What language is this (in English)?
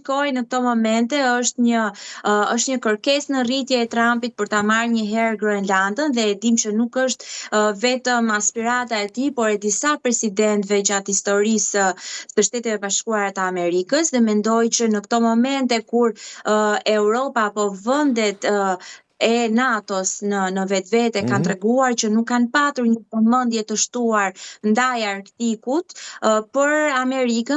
Albanian